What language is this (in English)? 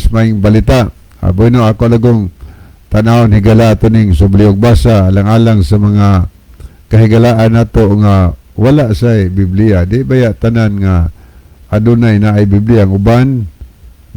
Cebuano